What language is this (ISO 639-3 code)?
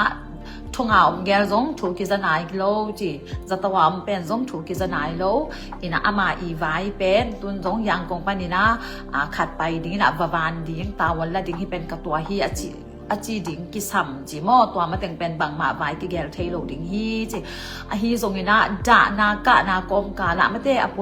ctd